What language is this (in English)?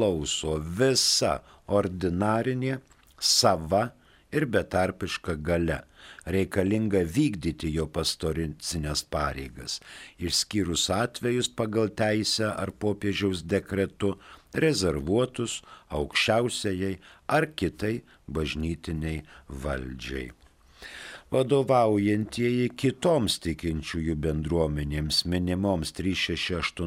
Lithuanian